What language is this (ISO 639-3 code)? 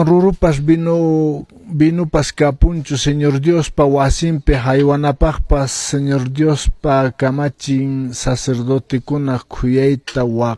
que